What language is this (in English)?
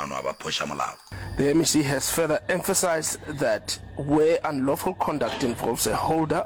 Northern Sotho